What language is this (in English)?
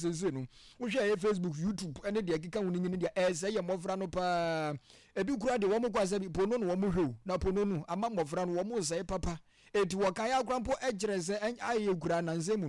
Akan